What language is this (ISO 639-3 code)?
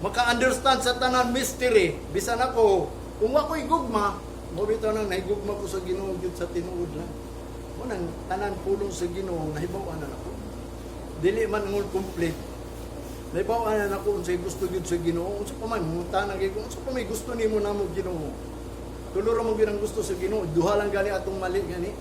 ceb